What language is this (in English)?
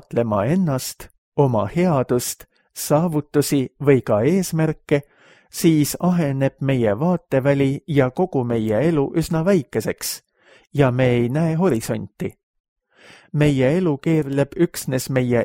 Estonian